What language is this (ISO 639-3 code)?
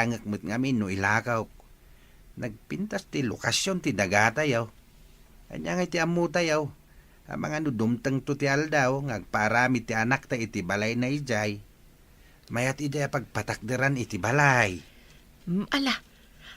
ilo